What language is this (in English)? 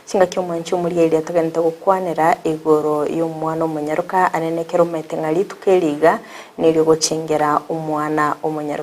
Gusii